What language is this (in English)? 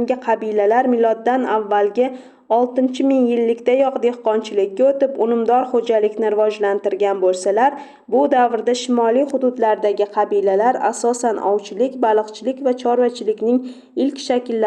Uzbek